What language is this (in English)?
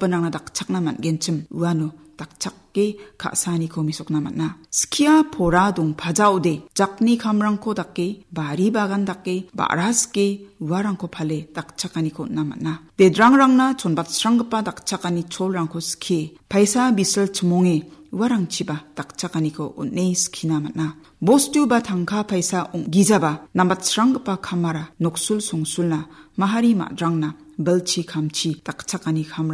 Garo